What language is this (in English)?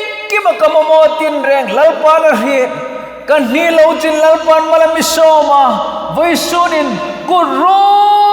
Hmar